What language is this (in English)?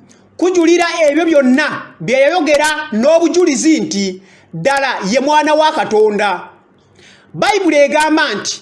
Ganda